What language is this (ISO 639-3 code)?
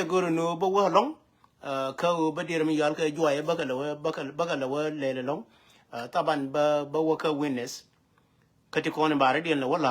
nus